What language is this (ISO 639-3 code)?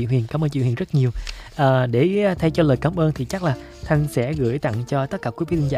vie